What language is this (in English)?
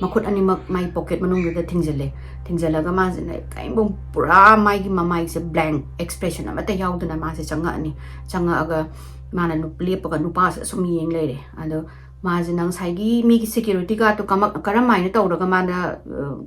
Manipuri